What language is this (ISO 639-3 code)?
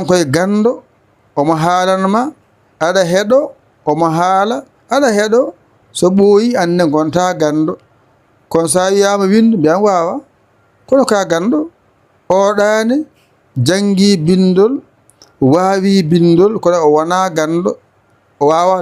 ful